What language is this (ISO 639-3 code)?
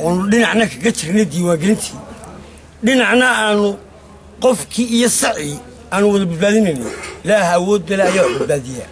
som